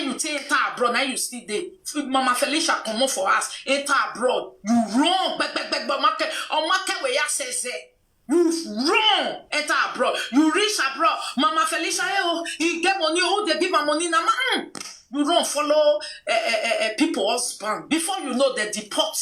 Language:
Nigerian Pidgin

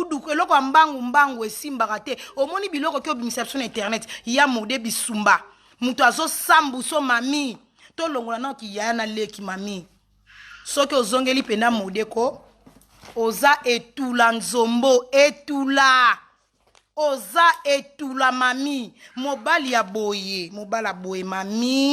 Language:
Lingala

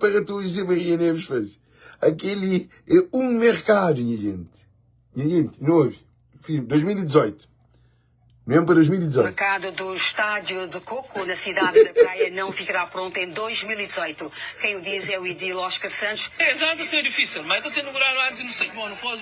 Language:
Kabuverdianu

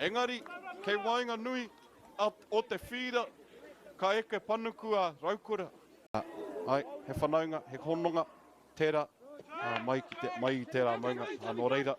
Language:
Māori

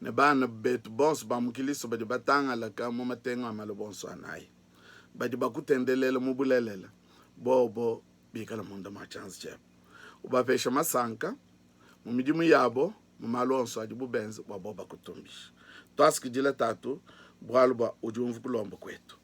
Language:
Luba-Lulua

